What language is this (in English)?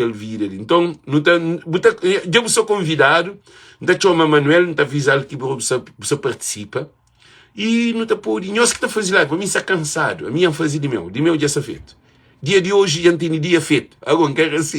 Kabuverdianu